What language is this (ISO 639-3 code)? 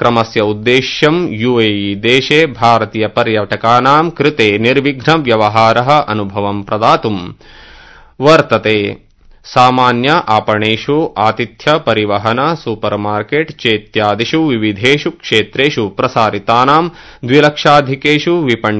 san